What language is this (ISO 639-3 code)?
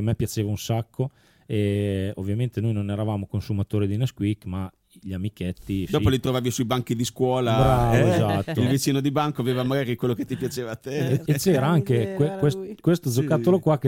ita